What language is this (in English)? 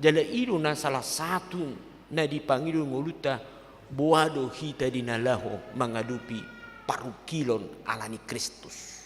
Batak Toba